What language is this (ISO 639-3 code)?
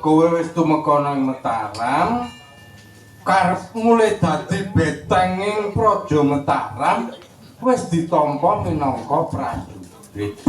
jav